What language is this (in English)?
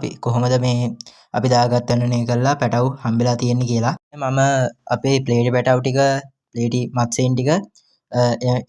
Sinhala